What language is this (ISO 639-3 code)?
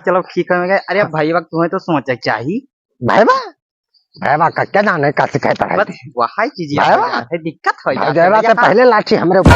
awa